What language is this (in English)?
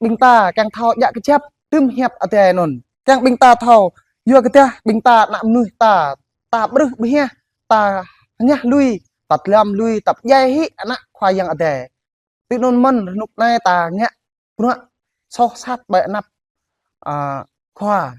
Jarai